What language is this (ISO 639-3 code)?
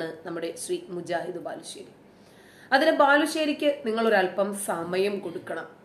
mal